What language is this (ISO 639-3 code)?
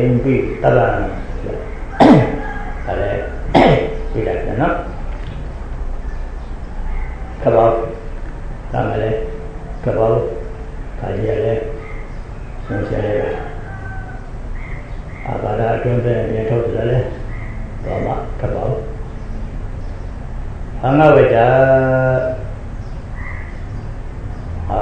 mya